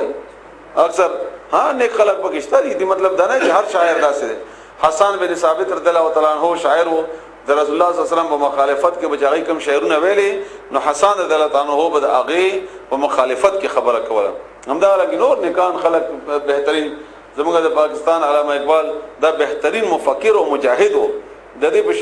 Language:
Pashto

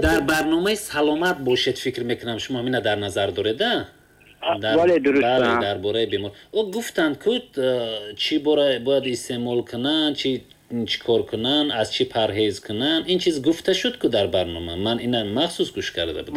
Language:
Tajik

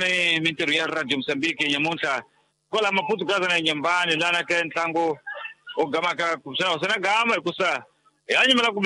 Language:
Tsonga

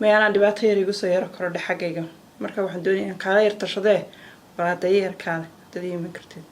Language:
Somali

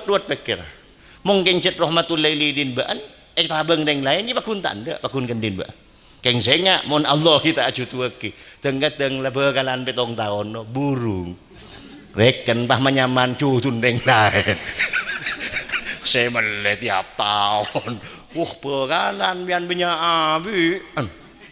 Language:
Madurese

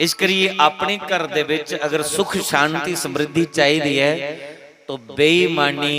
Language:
Dogri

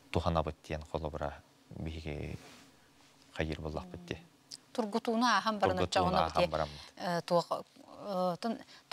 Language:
Yakut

